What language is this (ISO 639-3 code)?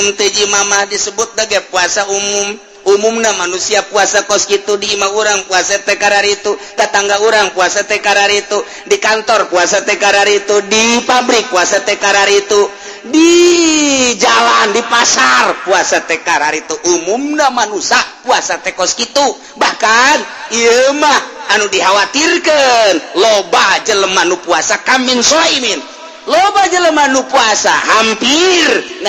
sun